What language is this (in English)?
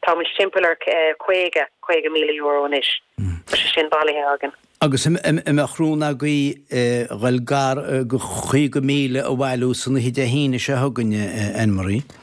Irish